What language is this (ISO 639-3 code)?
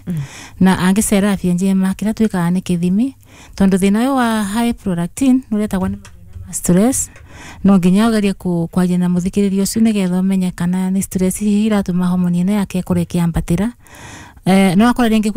kik